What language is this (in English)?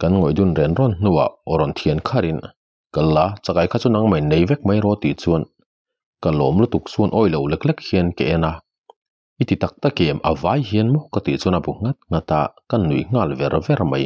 Mizo